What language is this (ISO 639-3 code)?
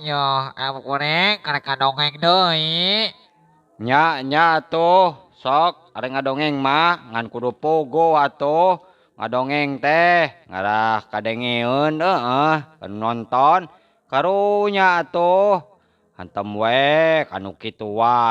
sun